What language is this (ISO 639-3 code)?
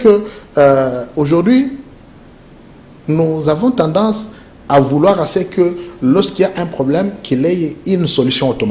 fra